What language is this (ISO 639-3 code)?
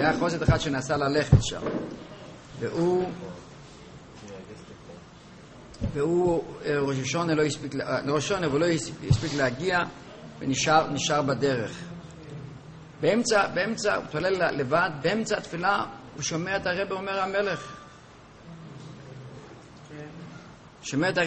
heb